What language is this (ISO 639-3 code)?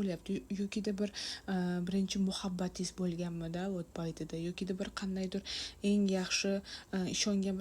uzb